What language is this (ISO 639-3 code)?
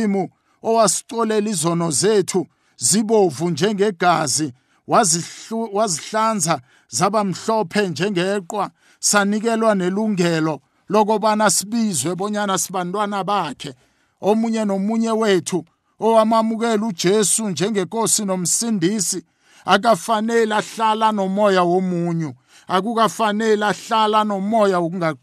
nbl